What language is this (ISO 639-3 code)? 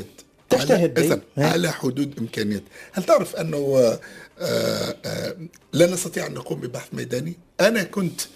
ara